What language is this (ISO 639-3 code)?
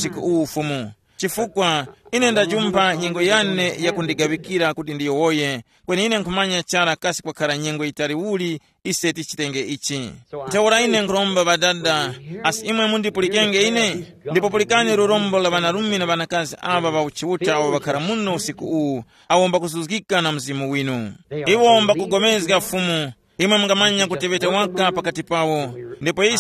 tum